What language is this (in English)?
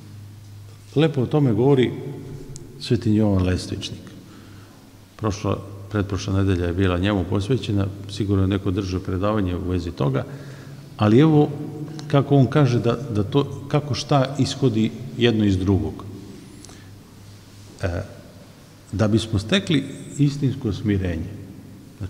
Serbian